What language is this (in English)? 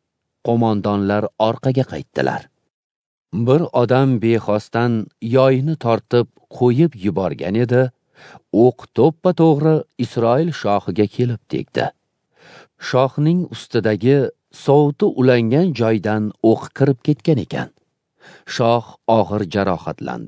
Uzbek